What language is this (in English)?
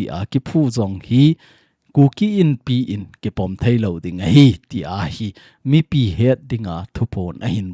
Thado Chin